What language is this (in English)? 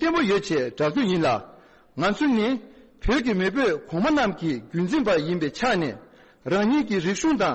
Tibetan